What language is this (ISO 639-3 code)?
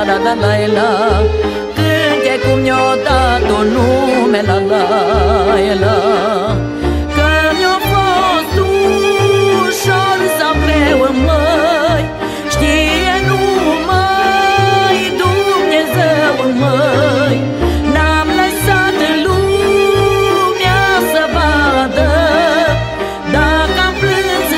ron